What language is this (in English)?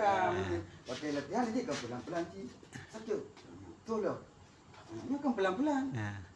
Achinese